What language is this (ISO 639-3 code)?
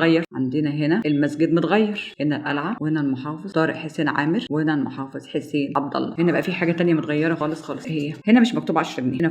arz